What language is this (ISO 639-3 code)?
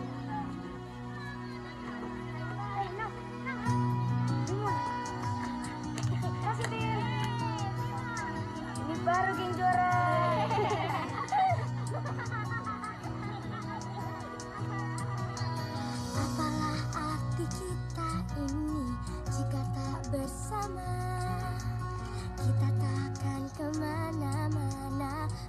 ind